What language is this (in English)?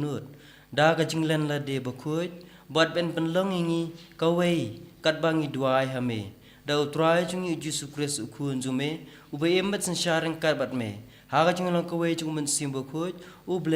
Khasi